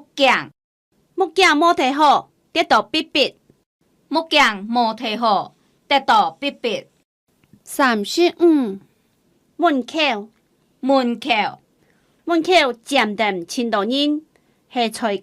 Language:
Hakka Chinese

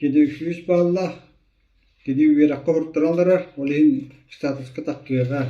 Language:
Yakut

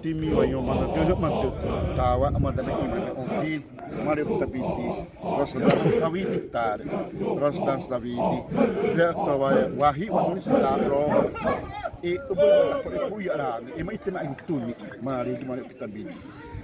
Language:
Xavánte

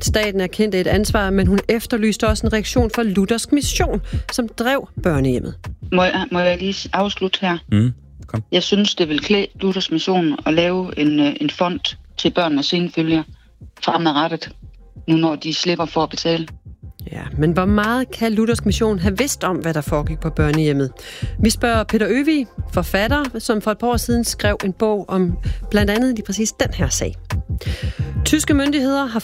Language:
Danish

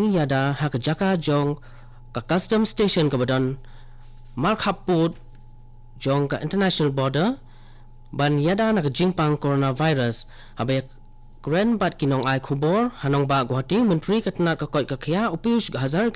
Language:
Khasi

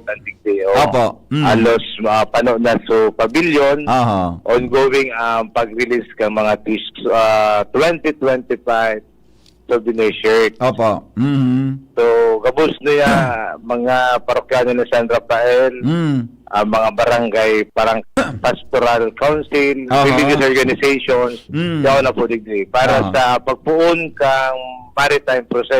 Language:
Bikol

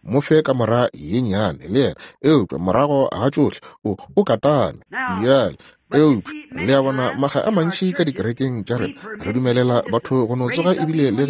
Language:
Northern Sotho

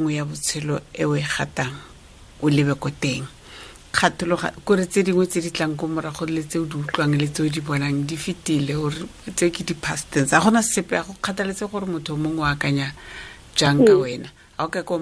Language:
Tswana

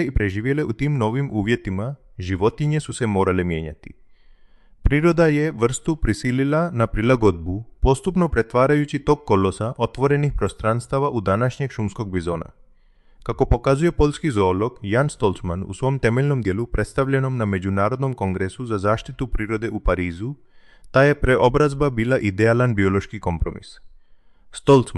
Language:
Croatian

